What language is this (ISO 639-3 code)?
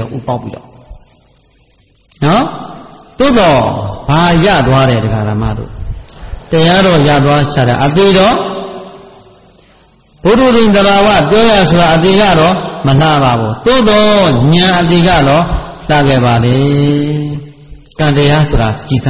mya